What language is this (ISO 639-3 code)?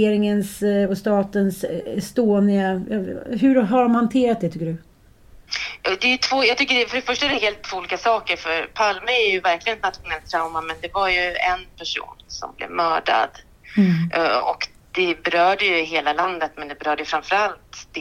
swe